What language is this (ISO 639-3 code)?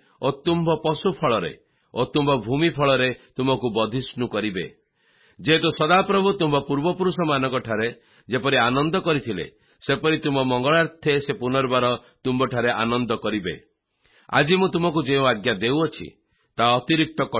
ori